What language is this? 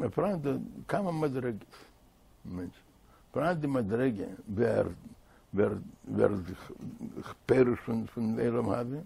Yiddish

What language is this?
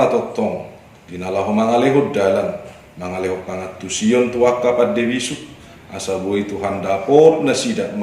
Batak Toba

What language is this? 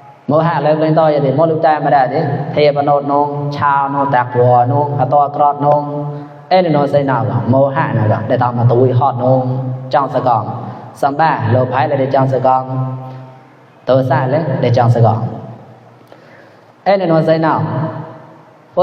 Mon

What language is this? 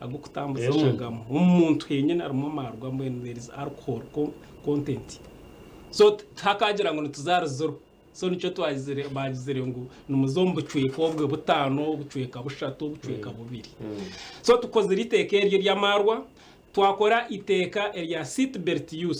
Nyankole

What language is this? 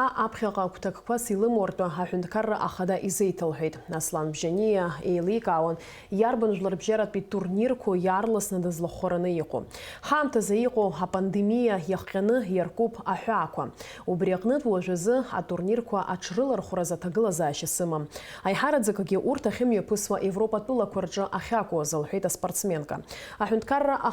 Abkhazian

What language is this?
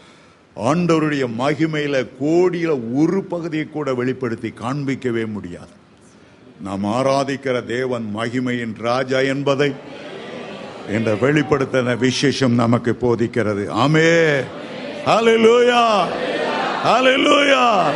Tamil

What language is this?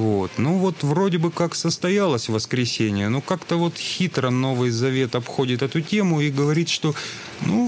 Russian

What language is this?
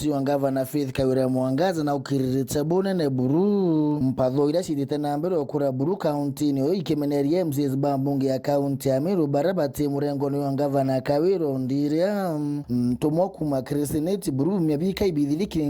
Meru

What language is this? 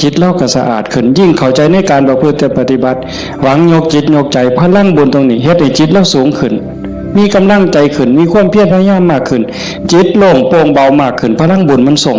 Northeastern Thai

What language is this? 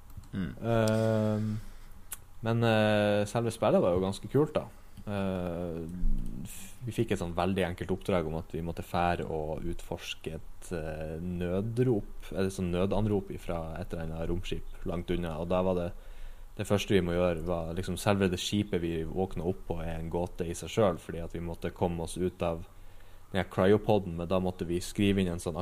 Norwegian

